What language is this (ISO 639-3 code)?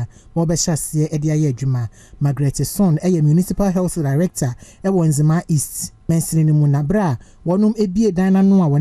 aka